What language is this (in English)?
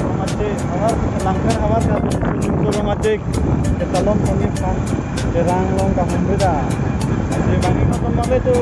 Karbi